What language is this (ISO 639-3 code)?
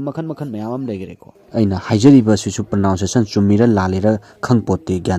mni